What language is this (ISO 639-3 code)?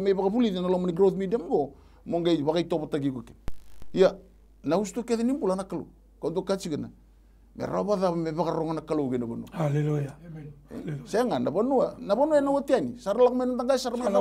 fij